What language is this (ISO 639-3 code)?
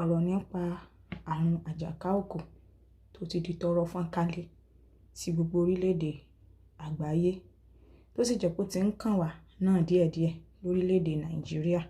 yor